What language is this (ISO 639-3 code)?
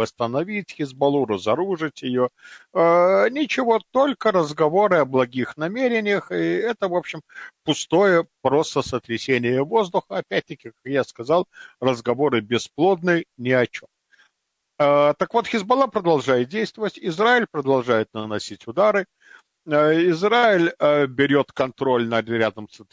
rus